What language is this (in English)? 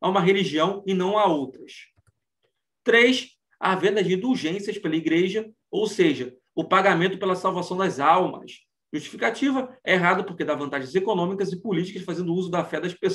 Portuguese